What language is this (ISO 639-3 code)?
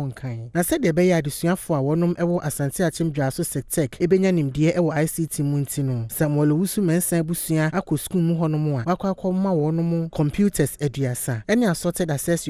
aka